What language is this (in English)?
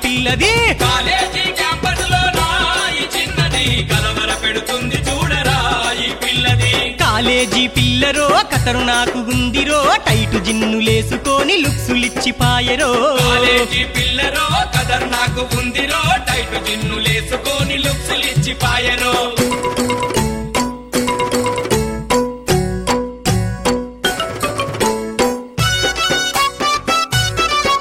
Telugu